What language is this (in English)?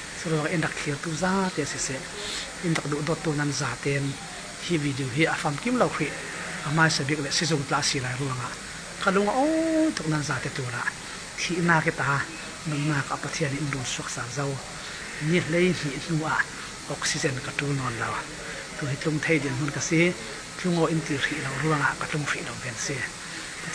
Falam Chin